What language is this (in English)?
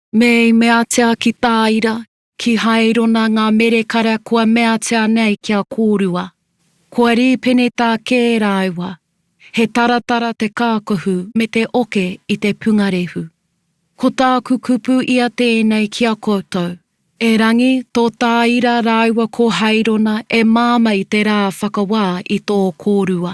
Māori